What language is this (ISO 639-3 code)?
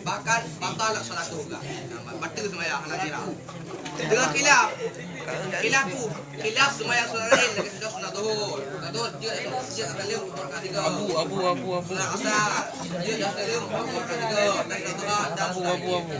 ace